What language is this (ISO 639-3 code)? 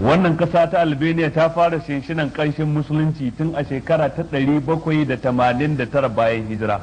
hau